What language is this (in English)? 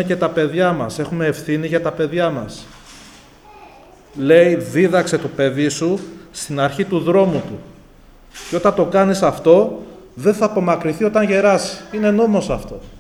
Greek